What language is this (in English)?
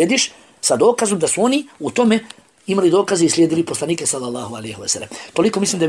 Bosnian